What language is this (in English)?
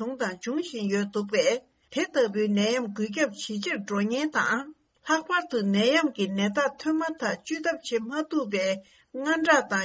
Tibetan